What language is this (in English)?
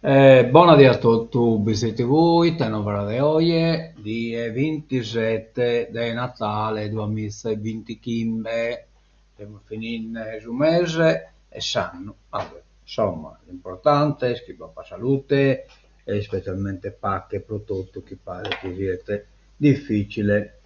Sardinian